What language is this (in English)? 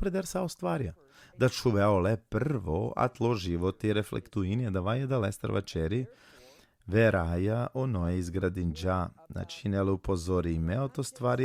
Balkan Romani